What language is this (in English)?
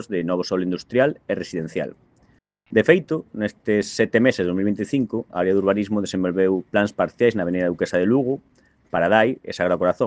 Galician